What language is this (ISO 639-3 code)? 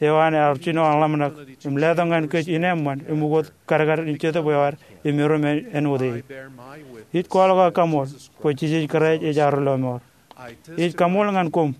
mah